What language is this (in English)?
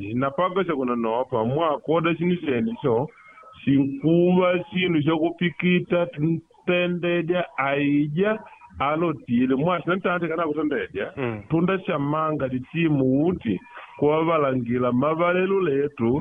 Makonde